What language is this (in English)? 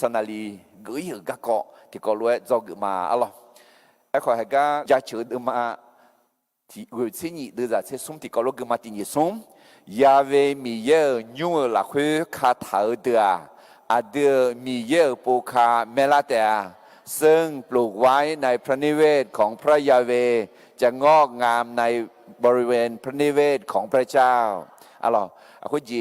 Akha